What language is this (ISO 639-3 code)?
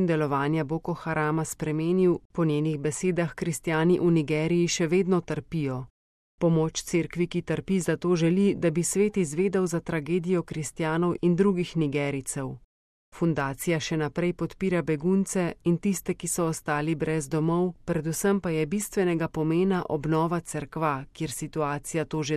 slv